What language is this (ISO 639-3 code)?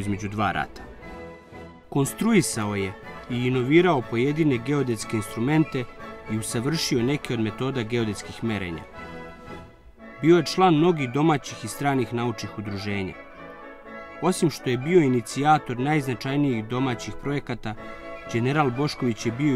srp